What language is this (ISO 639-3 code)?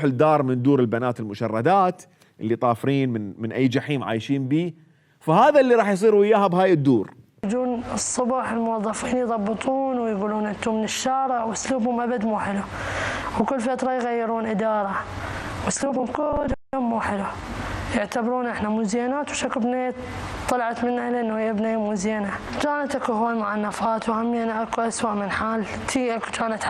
acm